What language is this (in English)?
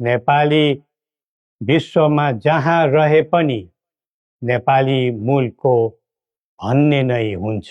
Nepali